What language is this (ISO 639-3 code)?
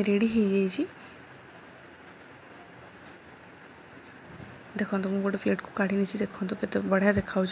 ori